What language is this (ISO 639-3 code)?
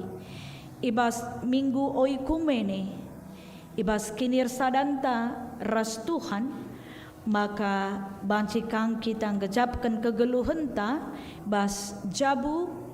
btx